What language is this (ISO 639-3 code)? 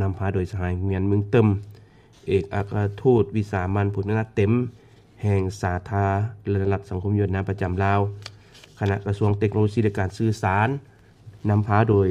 lao